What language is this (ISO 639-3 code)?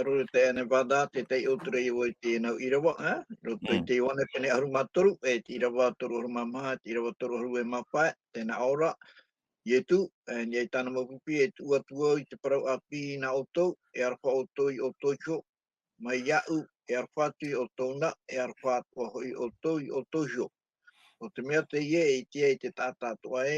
tah